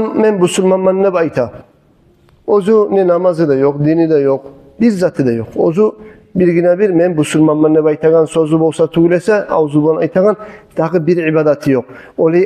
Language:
Kumyk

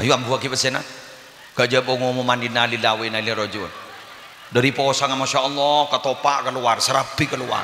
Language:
Madurese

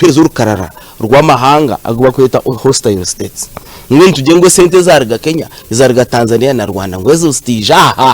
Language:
Nyankole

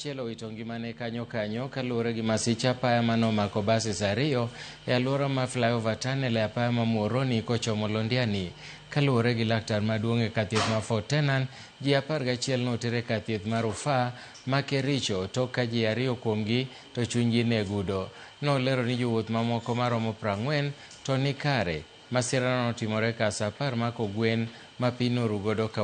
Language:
Luo (Kenya and Tanzania)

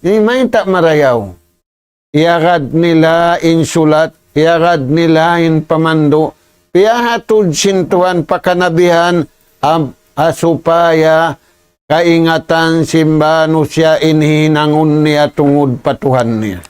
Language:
Tausug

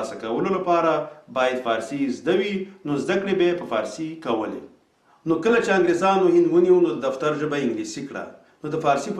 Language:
Pashto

